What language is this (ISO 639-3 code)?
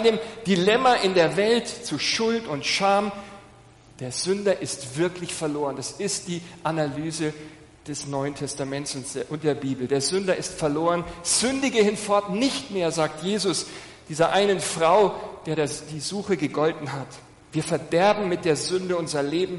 deu